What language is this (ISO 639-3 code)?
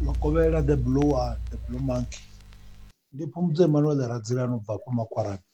ven